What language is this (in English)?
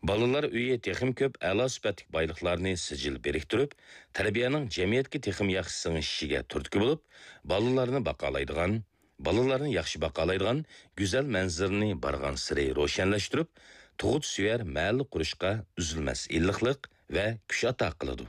Uyghur